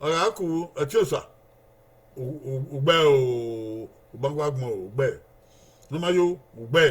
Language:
Bini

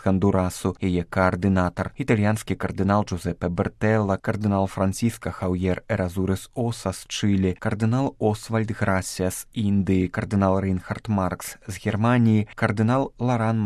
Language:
Belarusian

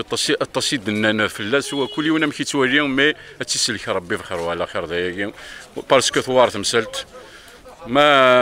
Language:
Kabyle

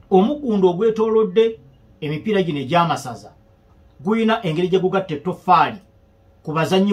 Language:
Ganda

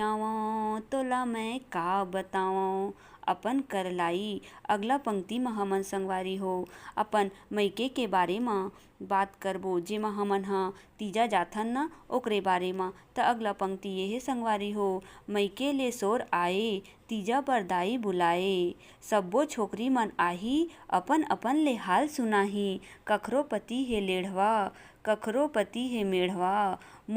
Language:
Chhattisgarhi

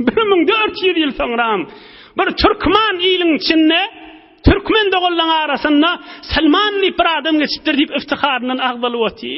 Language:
Turkmen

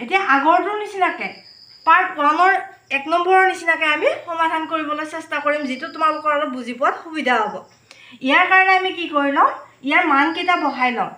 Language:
Assamese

